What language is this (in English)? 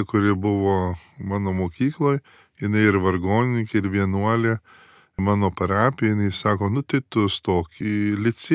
Lithuanian